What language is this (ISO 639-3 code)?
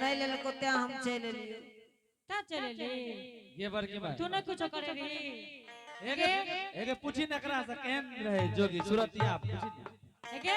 anp